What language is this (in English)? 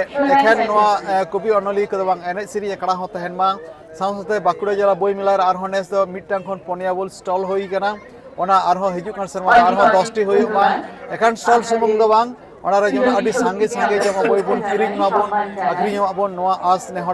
Santali